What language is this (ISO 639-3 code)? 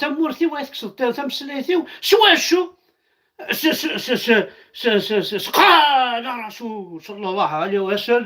kab